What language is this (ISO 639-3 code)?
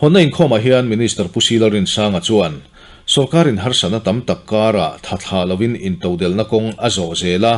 lus